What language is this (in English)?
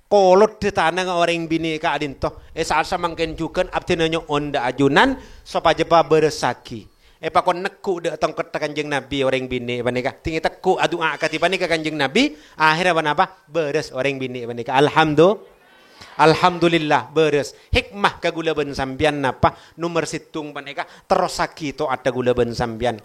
Madurese